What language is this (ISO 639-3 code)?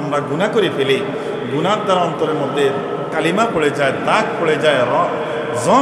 ben